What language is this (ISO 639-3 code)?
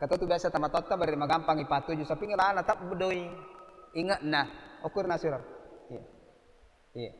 bug